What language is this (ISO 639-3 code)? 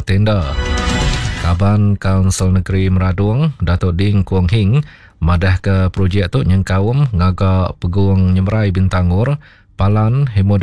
iba